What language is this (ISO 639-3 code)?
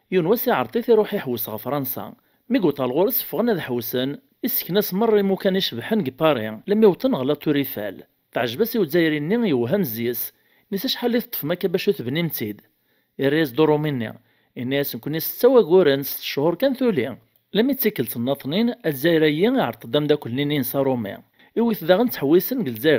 kab